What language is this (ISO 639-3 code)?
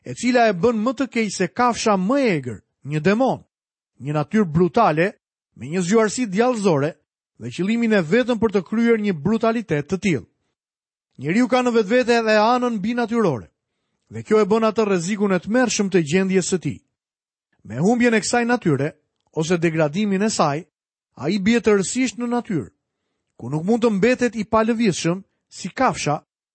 sqi